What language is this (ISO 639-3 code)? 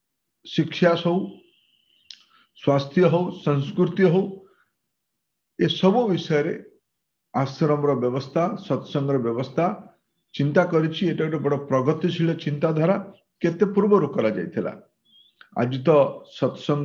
ori